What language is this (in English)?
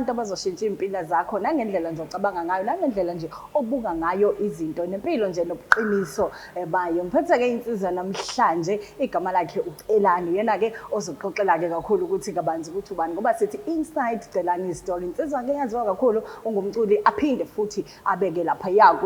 Zulu